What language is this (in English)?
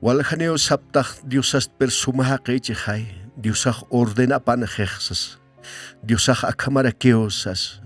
Aymara